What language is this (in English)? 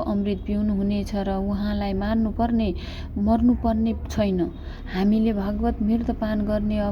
Nepali